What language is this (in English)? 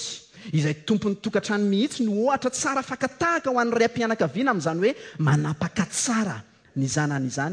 Malagasy